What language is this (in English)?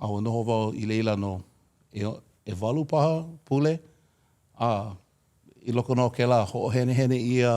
Hawaiian